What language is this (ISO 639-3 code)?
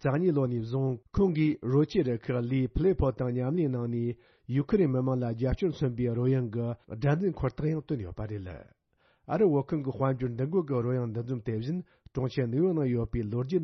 bod